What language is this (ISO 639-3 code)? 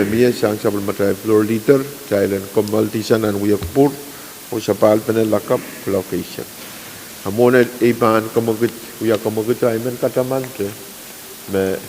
pon